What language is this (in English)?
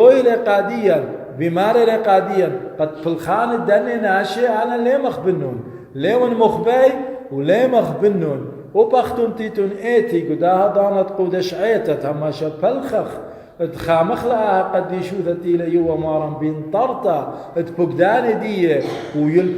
Assyrian Neo-Aramaic